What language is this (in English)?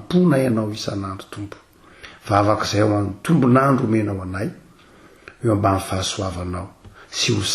Malagasy